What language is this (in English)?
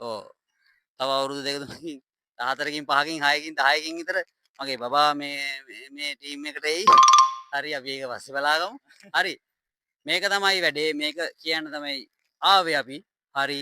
Sinhala